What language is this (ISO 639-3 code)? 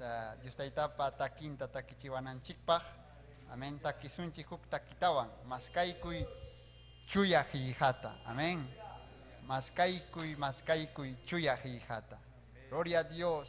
quy